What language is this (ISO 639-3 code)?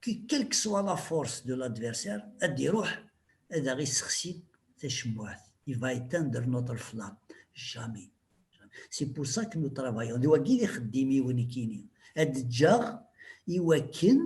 kab